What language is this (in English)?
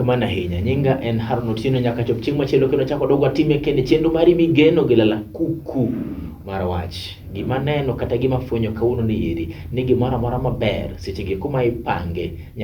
Luo (Kenya and Tanzania)